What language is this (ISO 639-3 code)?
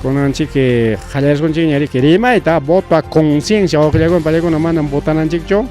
quy